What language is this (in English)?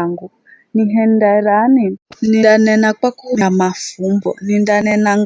Giryama